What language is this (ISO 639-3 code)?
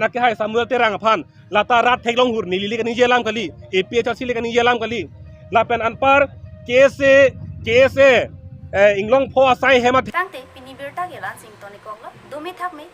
mjw